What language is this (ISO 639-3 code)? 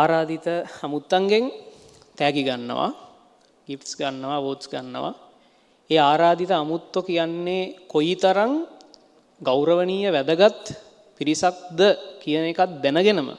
sin